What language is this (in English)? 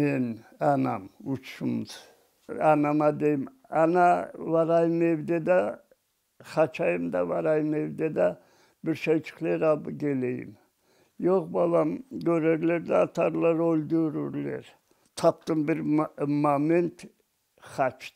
Crimean Tatar